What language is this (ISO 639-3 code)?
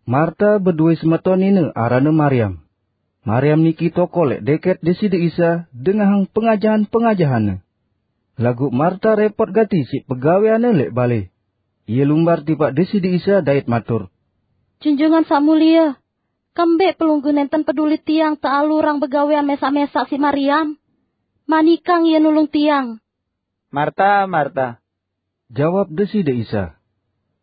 sas